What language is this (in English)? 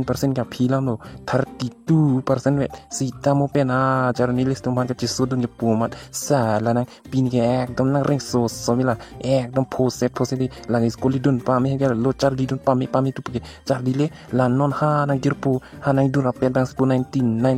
Karbi